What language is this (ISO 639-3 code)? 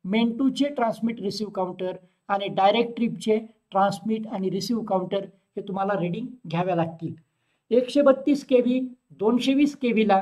mar